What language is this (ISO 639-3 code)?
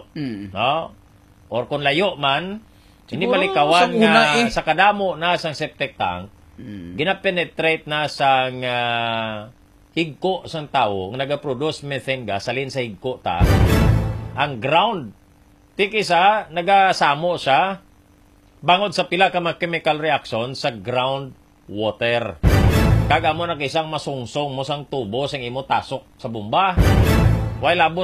hil